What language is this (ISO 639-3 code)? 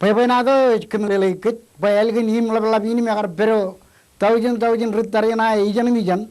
mah